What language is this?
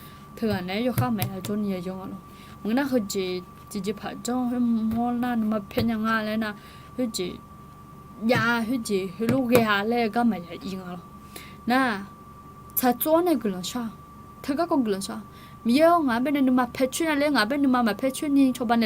Akha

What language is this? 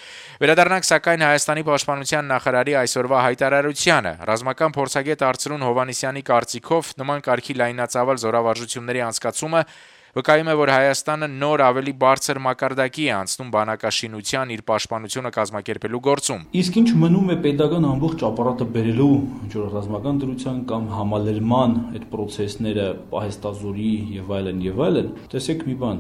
Armenian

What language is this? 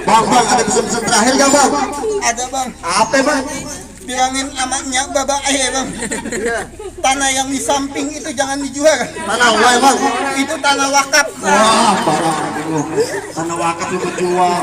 Betawi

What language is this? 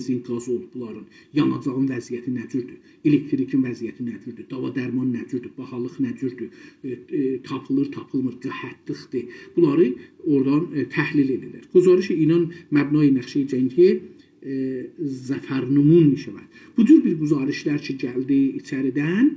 South Azerbaijani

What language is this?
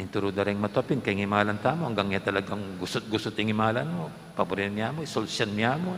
Pampanga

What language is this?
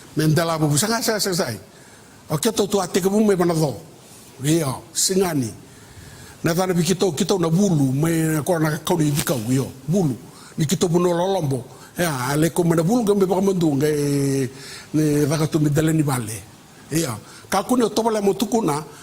Fijian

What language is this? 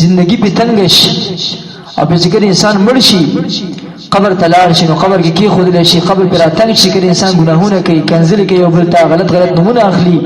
Pashto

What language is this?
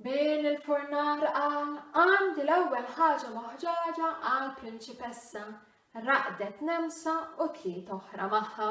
Maltese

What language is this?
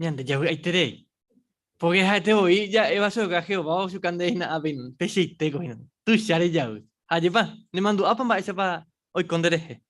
Guarani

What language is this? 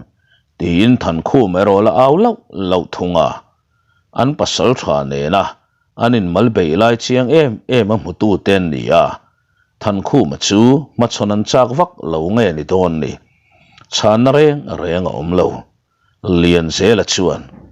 Mizo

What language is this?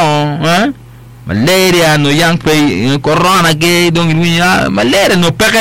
Acoli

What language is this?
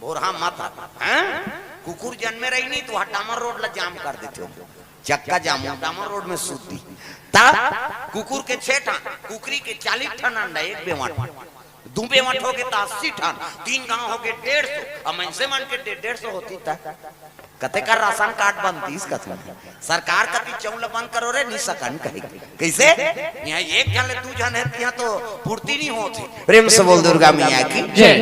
Chhattisgarhi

